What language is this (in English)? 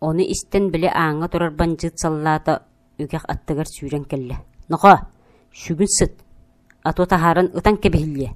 Yakut